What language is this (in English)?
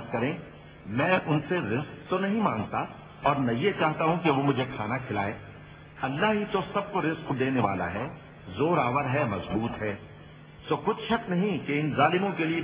Urdu